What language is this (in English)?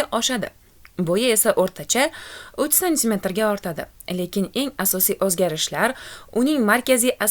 Uzbek